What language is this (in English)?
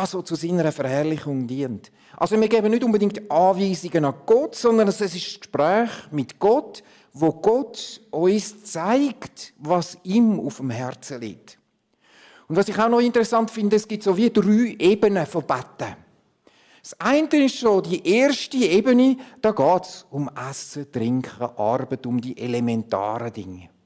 Swiss German